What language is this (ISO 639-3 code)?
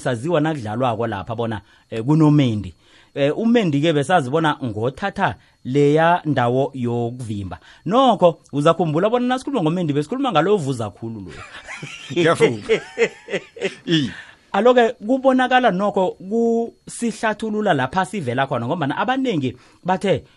nbl